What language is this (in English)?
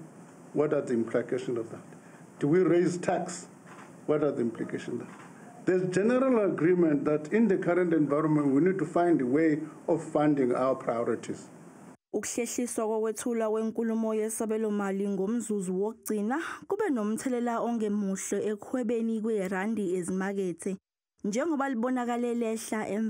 Zulu